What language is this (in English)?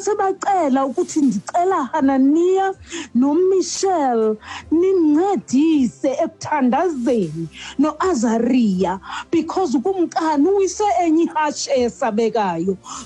Xhosa